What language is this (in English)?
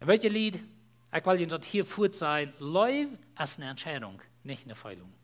Plautdietsch